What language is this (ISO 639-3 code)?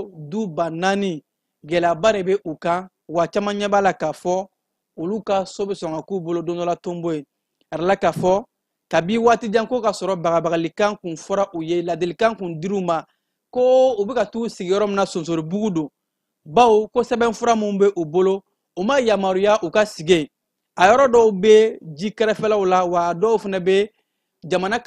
bam